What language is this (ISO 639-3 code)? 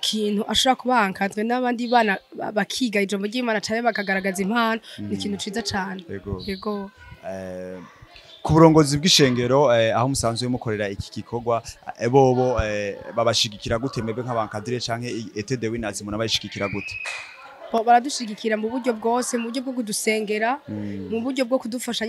run